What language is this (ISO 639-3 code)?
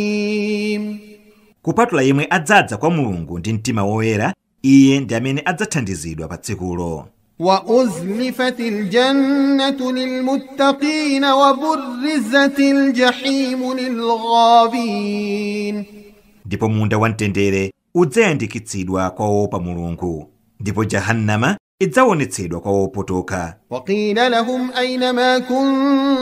nya